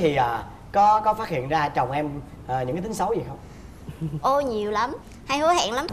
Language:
Vietnamese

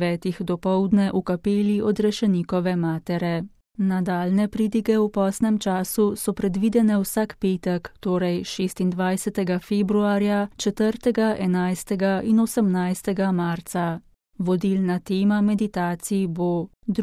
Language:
Slovenian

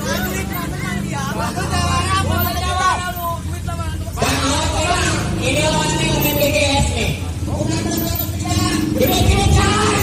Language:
Betawi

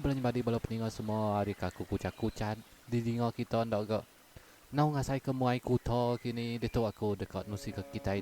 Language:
Iban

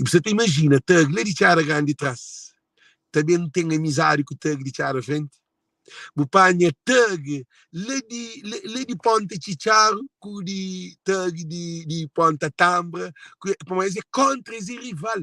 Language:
Kabuverdianu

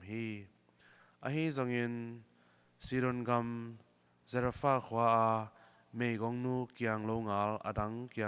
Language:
Tedim Chin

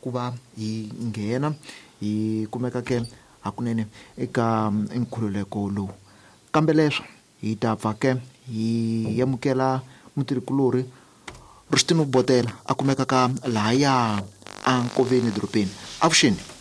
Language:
Tsonga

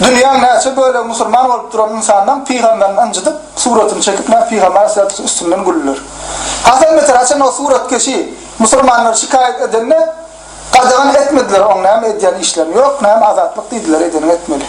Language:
Turkmen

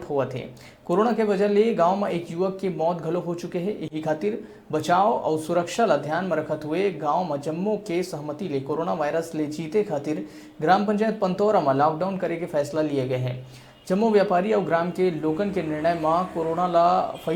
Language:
Chhattisgarhi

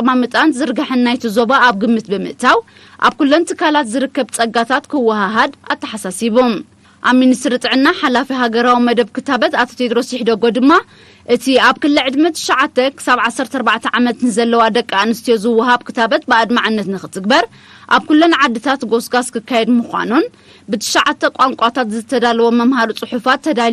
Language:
Tigrinya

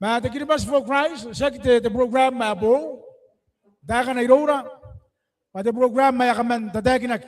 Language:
Gilbertese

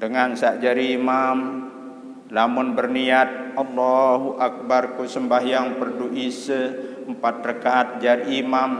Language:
Sasak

